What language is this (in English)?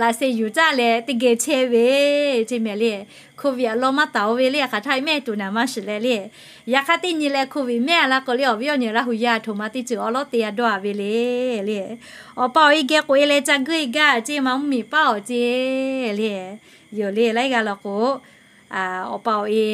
Lahu